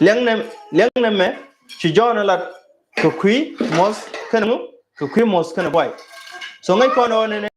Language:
Nuer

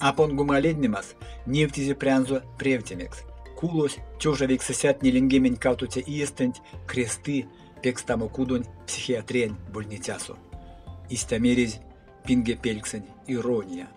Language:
Erzya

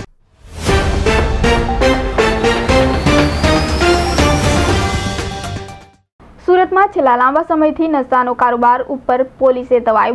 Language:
Gujarati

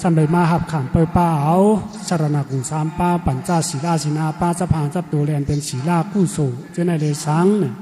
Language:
Shan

